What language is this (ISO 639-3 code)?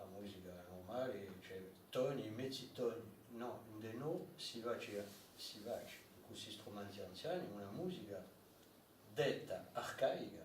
cos